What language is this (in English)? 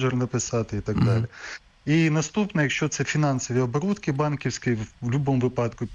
Ukrainian